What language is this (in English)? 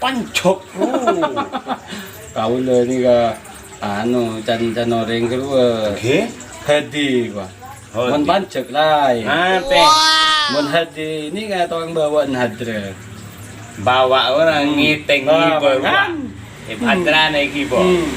Madurese